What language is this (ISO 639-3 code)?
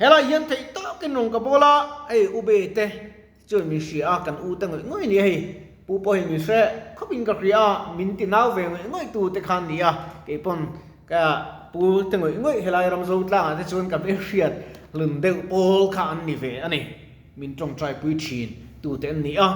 lus